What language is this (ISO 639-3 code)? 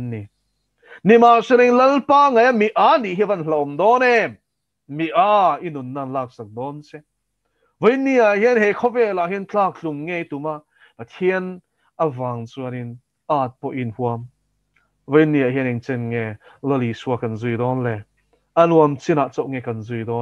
lus